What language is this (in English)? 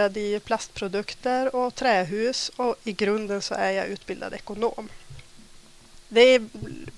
Swedish